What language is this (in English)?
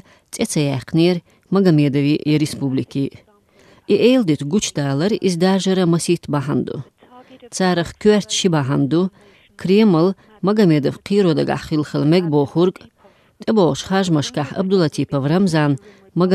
Chechen